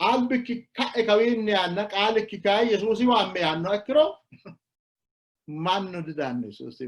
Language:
Sidamo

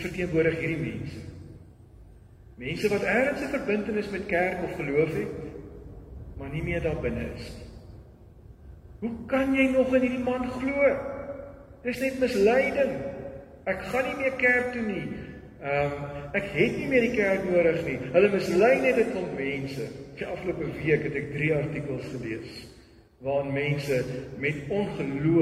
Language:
Afrikaans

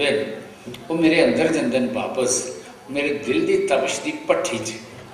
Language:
Dogri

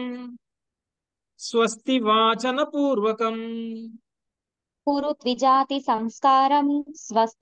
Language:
Telugu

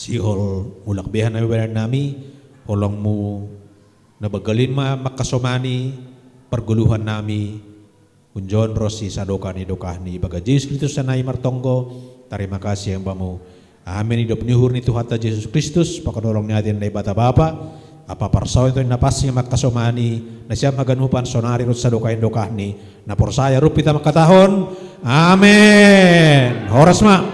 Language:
Batak Simalungun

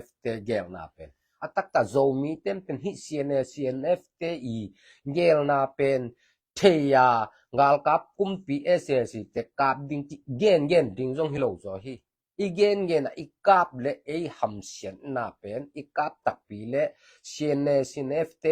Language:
Tedim Chin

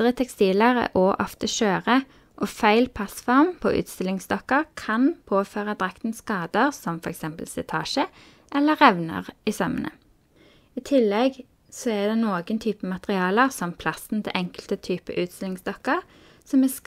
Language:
Norwegian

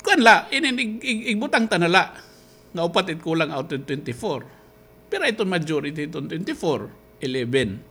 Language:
Waray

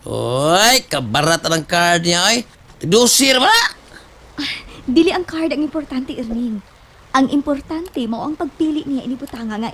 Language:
Cebuano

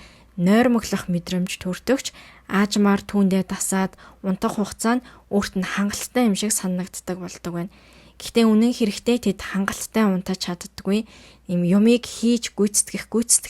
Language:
Mongolian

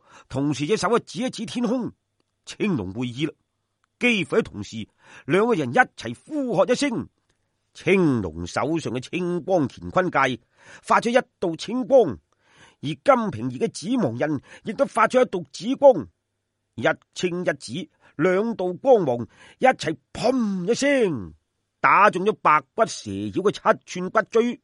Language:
Cantonese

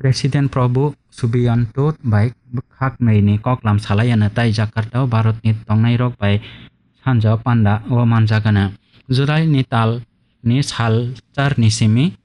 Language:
Kok Borok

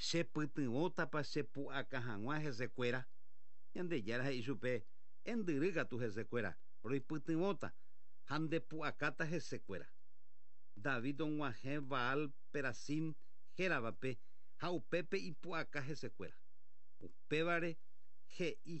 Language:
Guarani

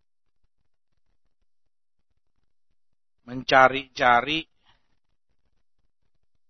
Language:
Indonesian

